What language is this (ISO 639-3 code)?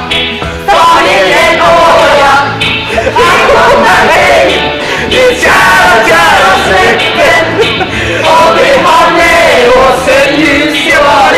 swe